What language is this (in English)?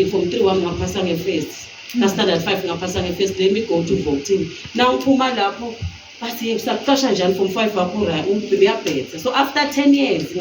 Swati